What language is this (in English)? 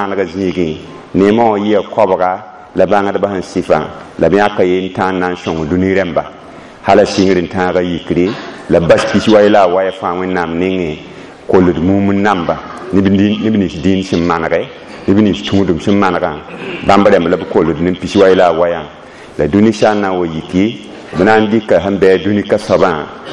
Mossi